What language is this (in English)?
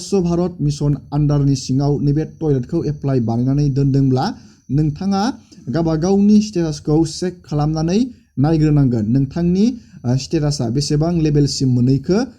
Bodo